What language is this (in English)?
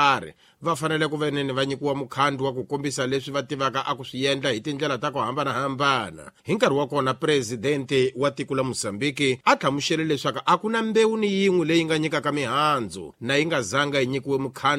Tsonga